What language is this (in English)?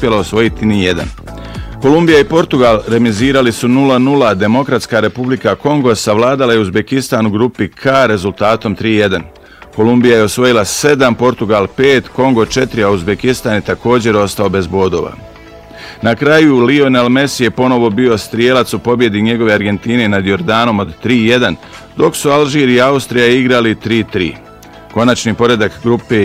Bosnian